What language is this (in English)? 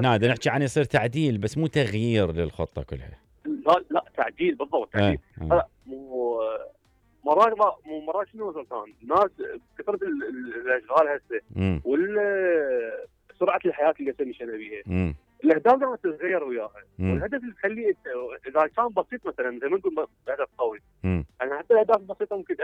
Mesopotamian Arabic